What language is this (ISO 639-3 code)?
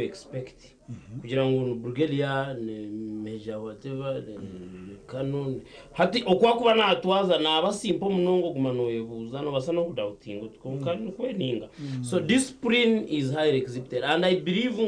nyn